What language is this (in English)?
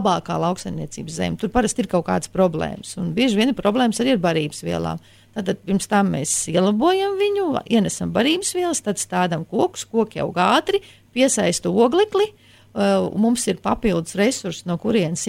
Latvian